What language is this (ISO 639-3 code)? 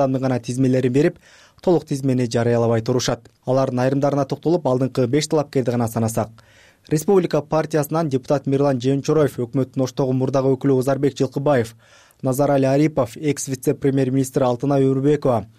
kir